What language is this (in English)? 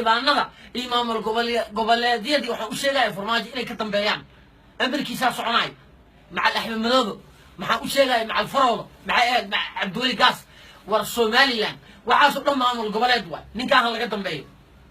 Somali